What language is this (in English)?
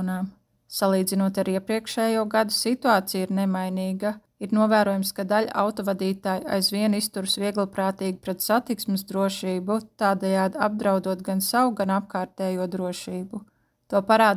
Latvian